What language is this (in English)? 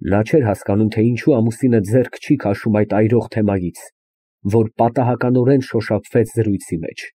Armenian